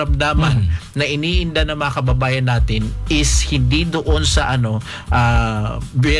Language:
Filipino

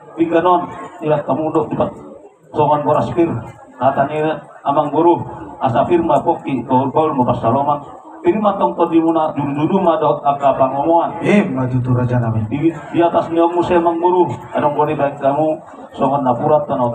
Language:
Batak Toba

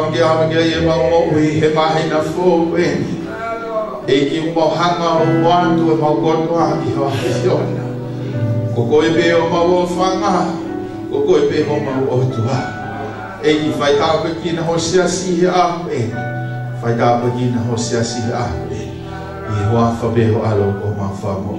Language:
Tongan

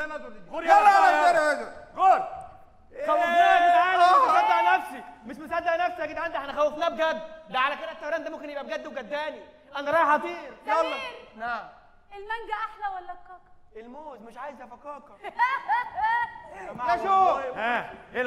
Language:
Egyptian Arabic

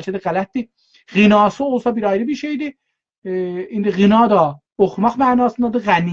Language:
South Azerbaijani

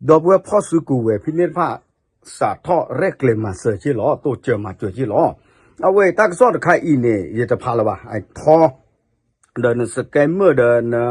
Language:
S'gaw Karen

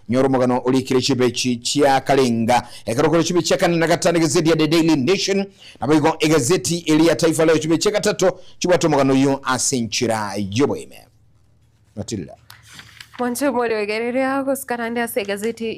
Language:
Gusii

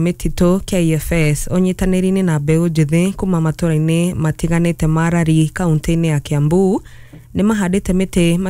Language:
Kikuyu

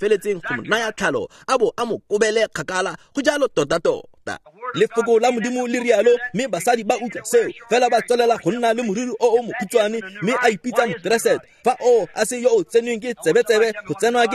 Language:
Tswana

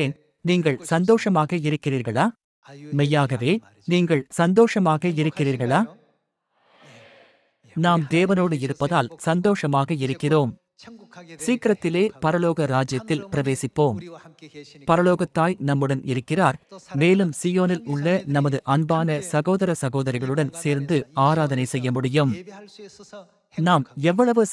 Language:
Tamil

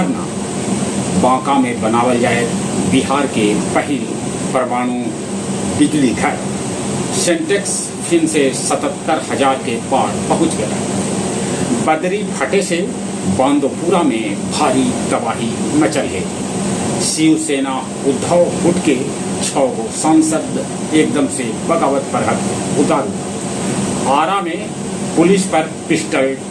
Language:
Magahi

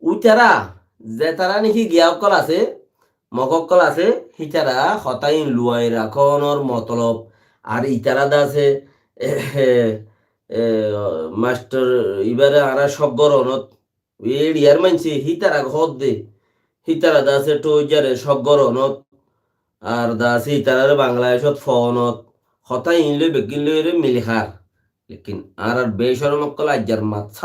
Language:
Rohingya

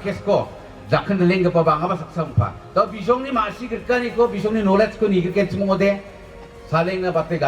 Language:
Garo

